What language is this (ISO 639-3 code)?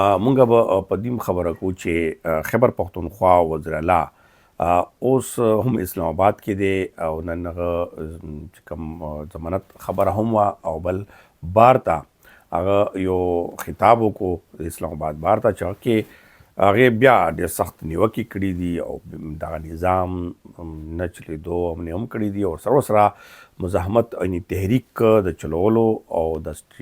pus